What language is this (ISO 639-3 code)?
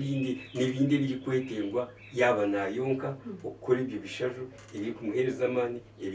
nyn